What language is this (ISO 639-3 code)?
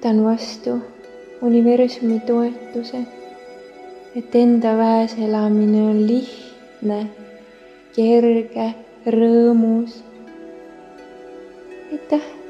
est